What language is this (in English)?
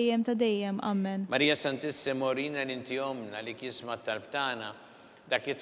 Maltese